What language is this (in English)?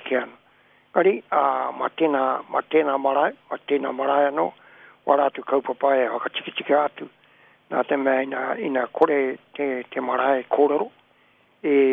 Māori